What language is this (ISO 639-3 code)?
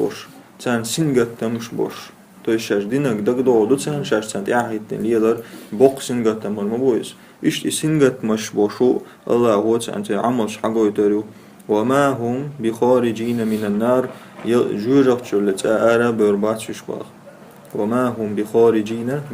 che